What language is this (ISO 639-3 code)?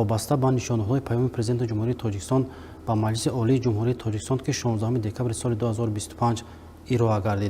tgk